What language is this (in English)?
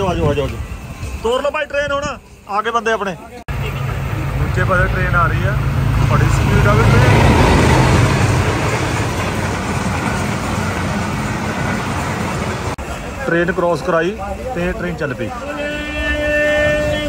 Punjabi